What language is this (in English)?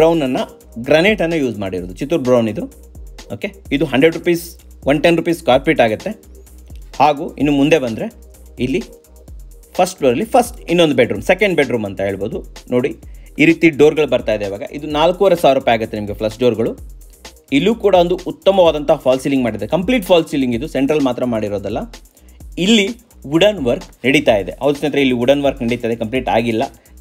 Kannada